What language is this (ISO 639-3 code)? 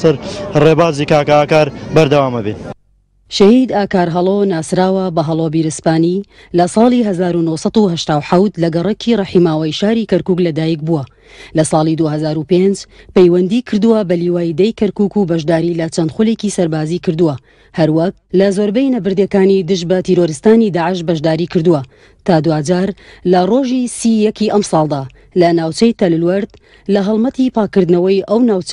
ckb